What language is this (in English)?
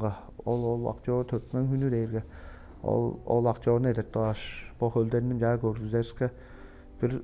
Tuvinian